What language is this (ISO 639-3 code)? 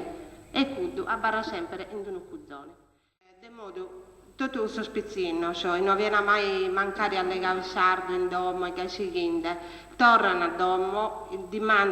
srd